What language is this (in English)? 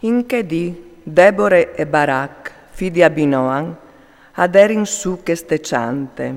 Friulian